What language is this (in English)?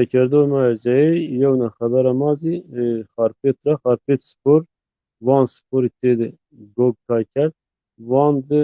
Zaza